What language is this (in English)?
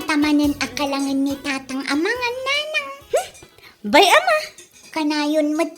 Iloko